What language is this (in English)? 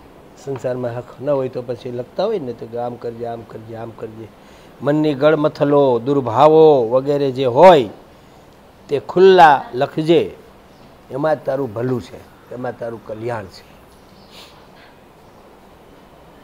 Gujarati